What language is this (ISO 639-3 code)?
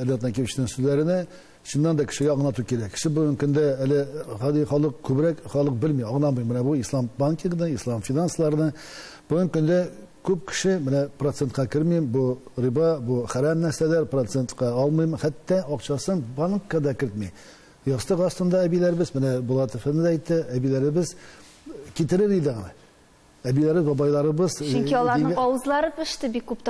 tat